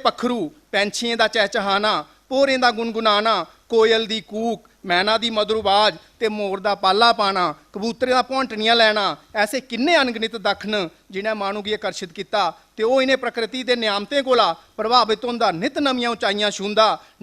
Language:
Dogri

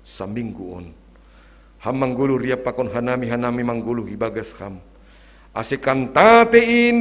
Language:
Batak Simalungun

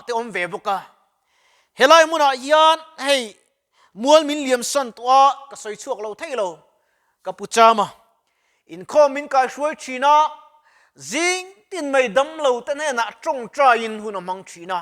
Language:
Mizo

